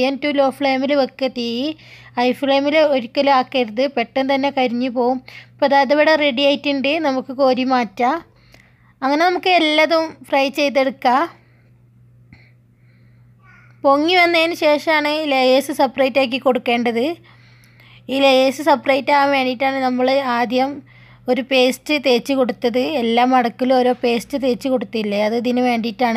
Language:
Malayalam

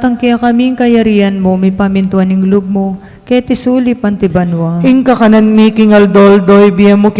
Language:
Pampanga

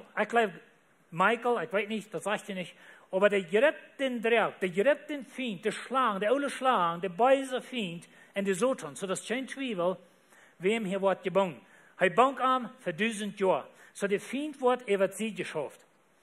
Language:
Plautdietsch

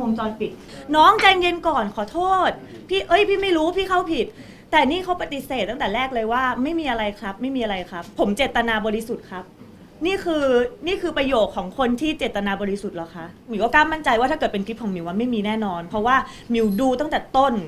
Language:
Thai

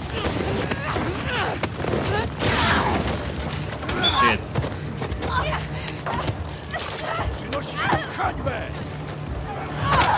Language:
Polish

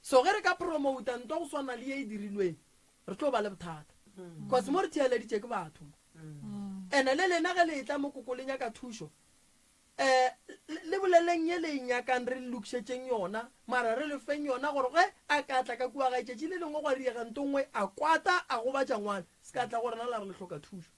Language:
Northern Sotho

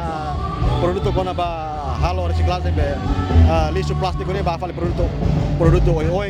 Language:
Tetum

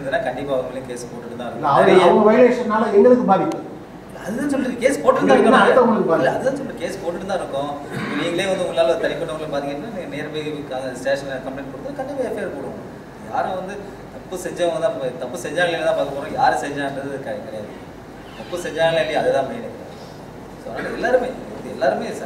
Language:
Tamil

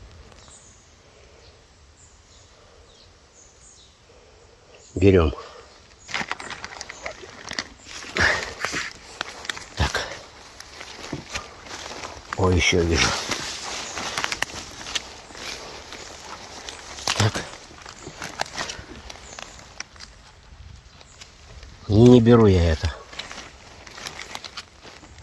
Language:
Russian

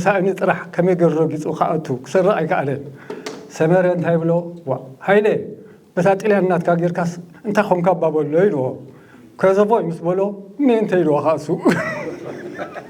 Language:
Tigrinya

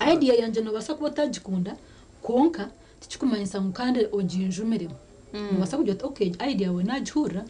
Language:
Nyankole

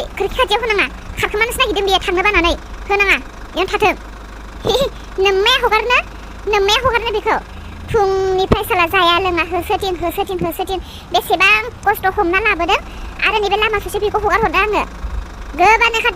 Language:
Bodo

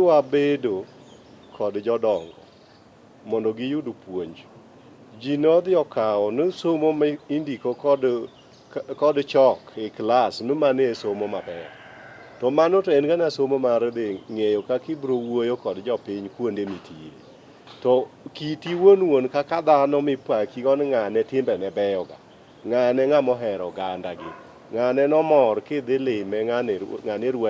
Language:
Luo (Kenya and Tanzania)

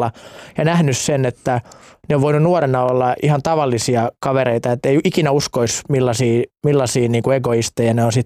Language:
Finnish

